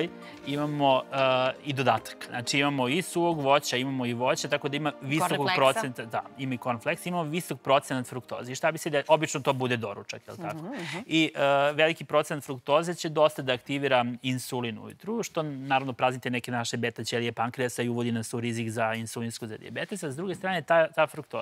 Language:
Serbian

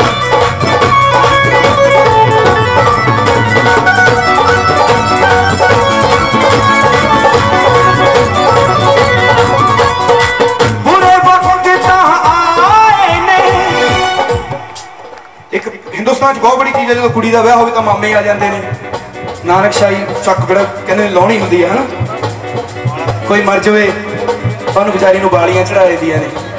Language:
Punjabi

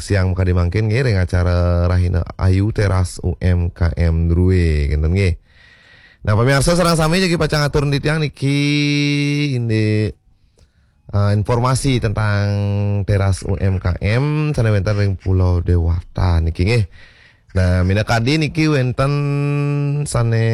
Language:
Balinese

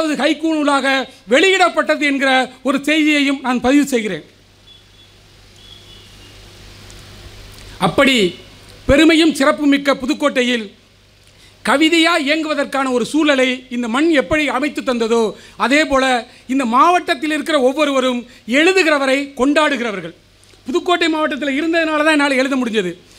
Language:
Tamil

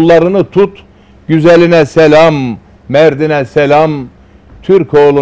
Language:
Turkish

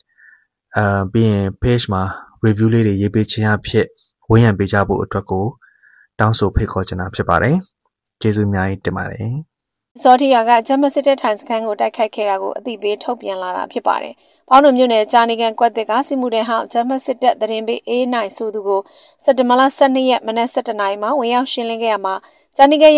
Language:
Burmese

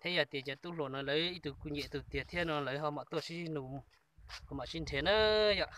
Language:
Hmong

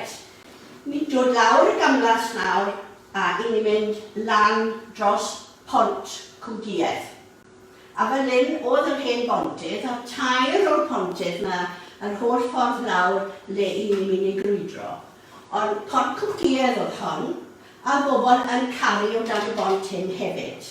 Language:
Welsh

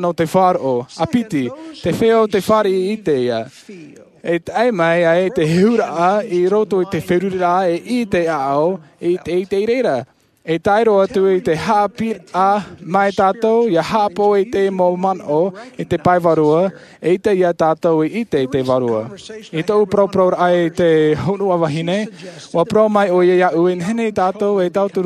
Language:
Tahitian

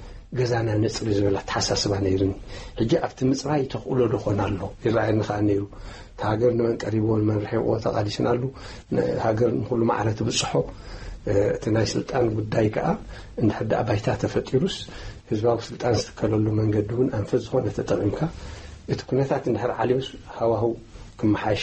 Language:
Tigrinya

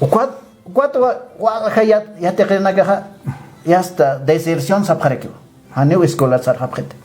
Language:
Aymara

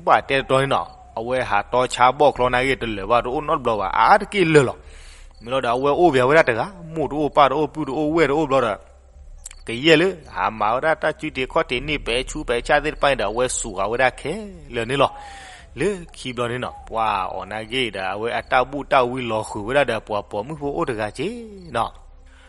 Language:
S'gaw Karen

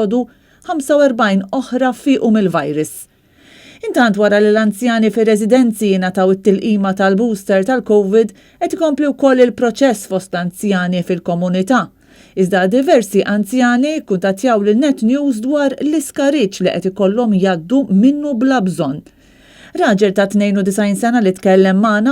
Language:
Maltese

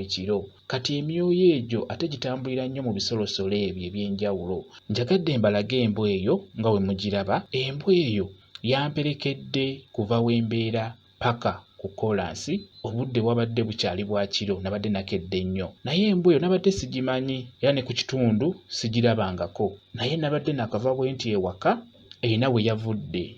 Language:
Ganda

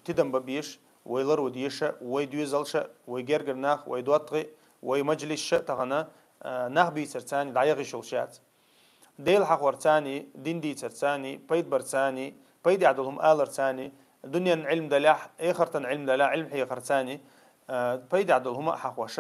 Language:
Chechen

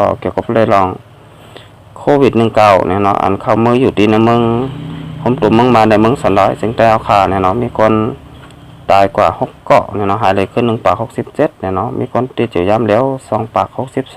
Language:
Shan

